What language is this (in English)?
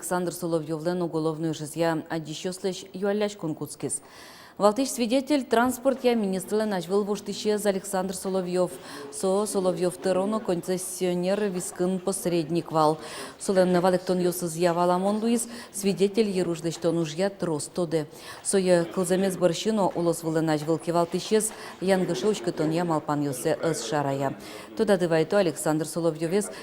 Udmurt